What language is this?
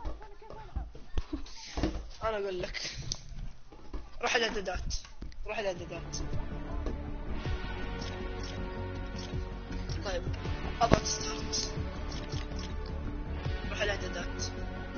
Arabic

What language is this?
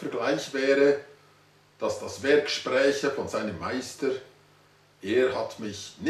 Swiss German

